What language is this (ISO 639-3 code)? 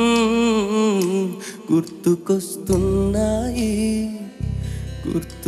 tel